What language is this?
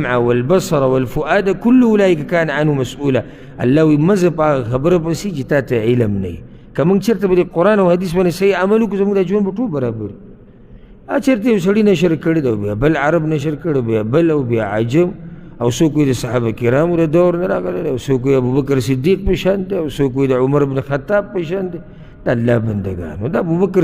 Pashto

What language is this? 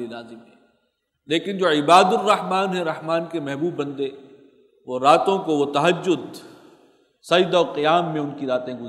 Urdu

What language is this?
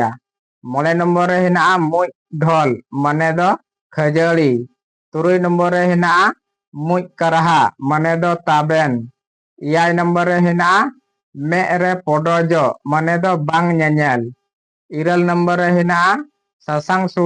Santali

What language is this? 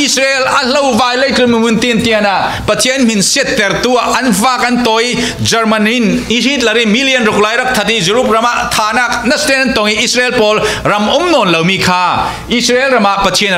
Falam Chin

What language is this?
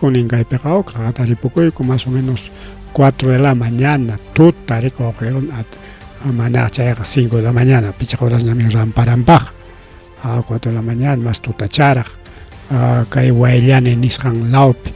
Ayacucho Quechua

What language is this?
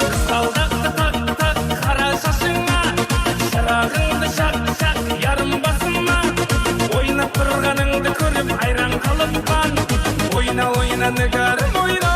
Kara-Kalpak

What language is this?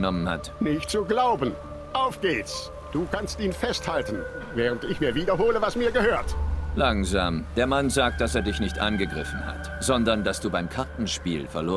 Swiss German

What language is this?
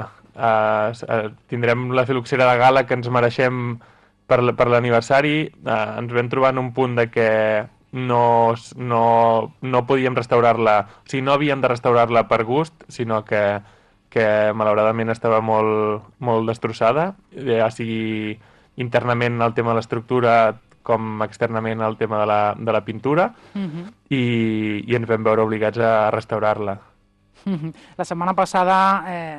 Catalan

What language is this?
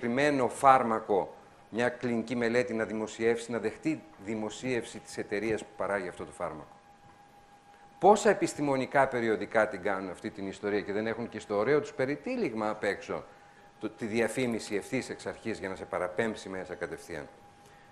Greek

